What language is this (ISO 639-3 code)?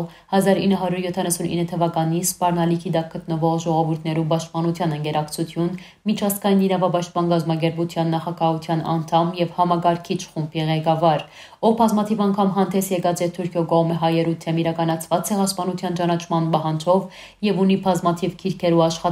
hyw